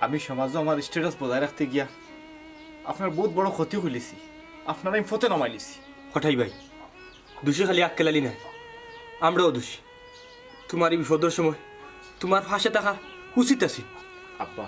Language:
Sylheti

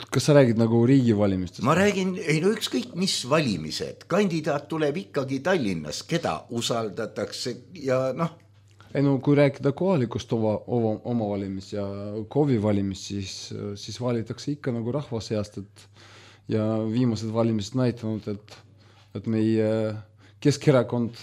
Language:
Estonian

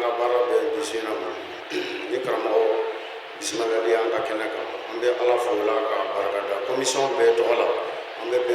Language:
Bambara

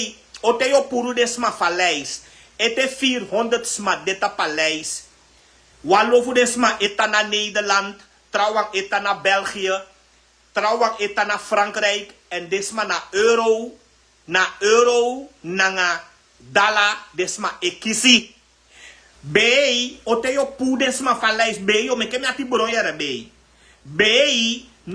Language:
Sranan Tongo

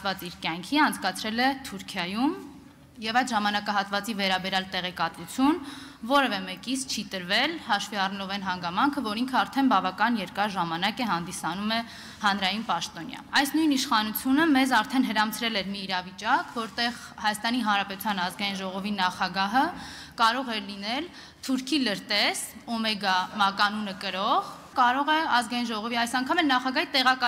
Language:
Armenian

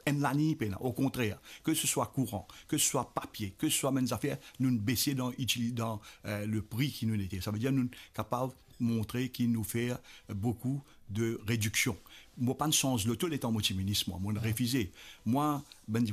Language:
Morisyen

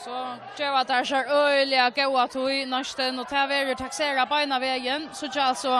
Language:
Faroese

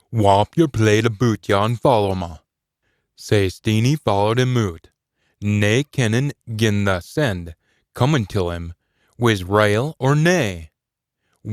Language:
Scots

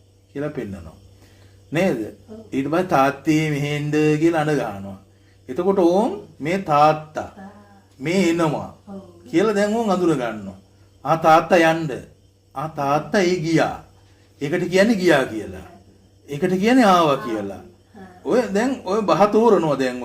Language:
Sinhala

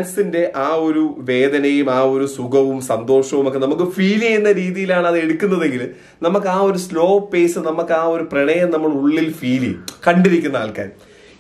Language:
Malayalam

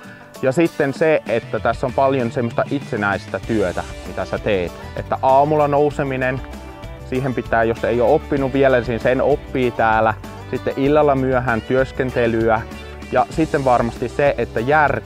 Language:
Finnish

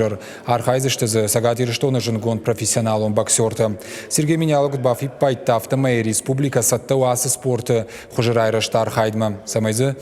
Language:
Ossetic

